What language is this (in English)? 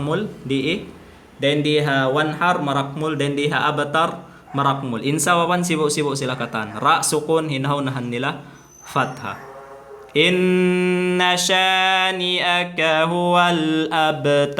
Tausug